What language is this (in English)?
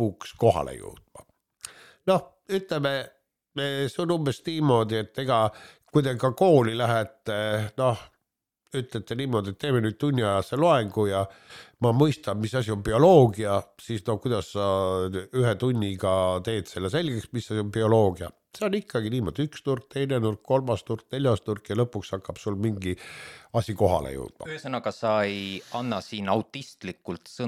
Estonian